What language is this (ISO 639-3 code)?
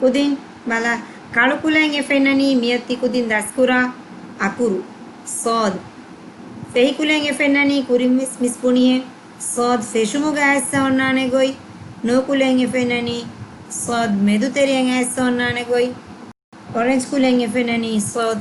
div